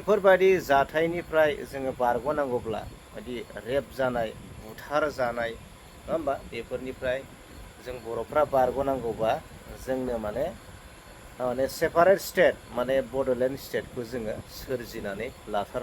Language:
Bodo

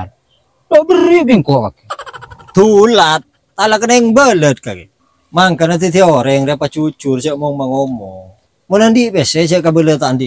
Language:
Madurese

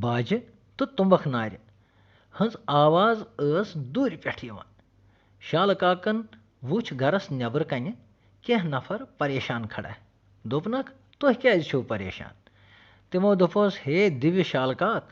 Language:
Kashmiri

